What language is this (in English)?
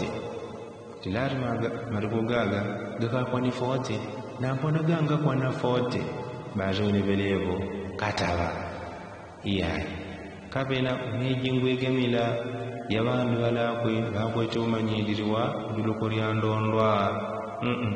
Yao